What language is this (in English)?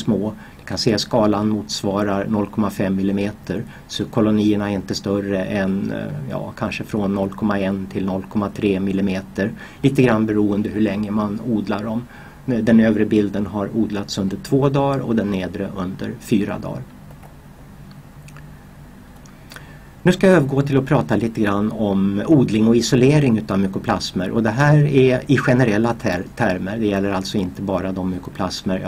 Swedish